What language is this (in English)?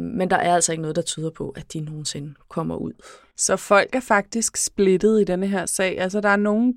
Danish